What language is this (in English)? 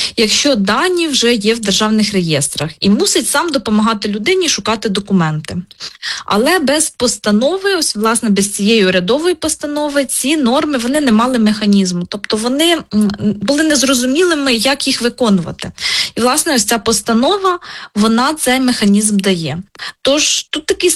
Ukrainian